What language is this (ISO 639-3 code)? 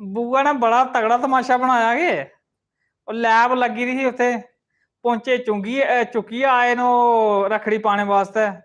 doi